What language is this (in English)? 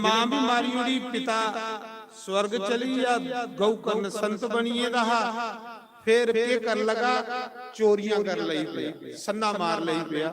Dogri